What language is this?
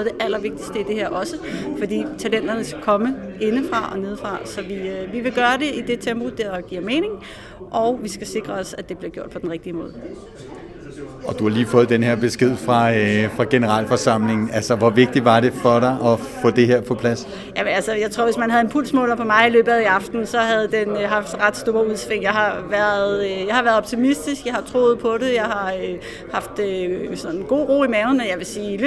Danish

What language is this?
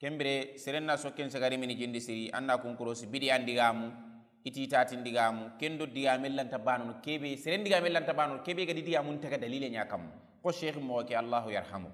Soninke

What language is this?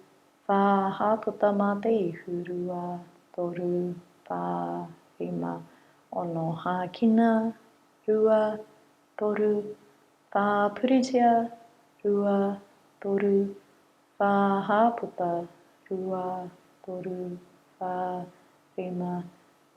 Māori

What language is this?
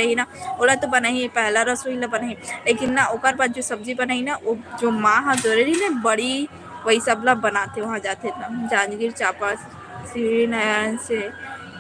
Chhattisgarhi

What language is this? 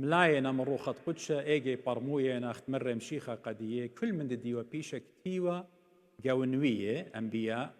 Assyrian Neo-Aramaic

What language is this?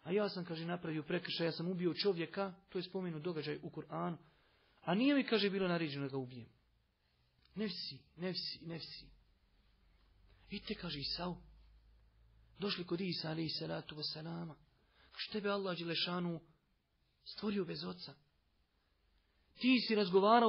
Bosnian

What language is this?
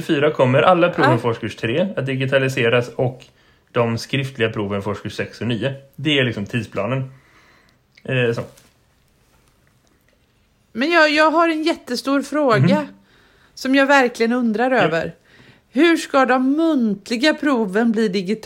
Swedish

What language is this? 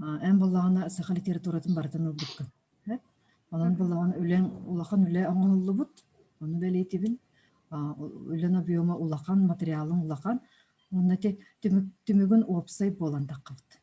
Yakut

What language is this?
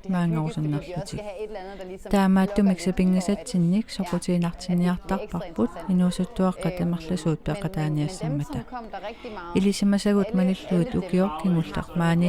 Kalaallisut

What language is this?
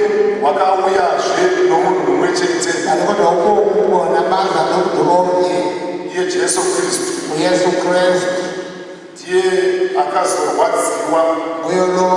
Shona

